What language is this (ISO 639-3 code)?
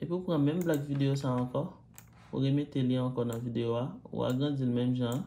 hat